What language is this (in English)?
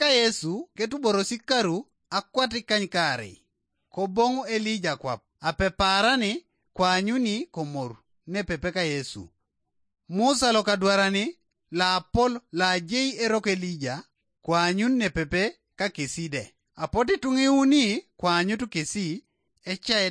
Teso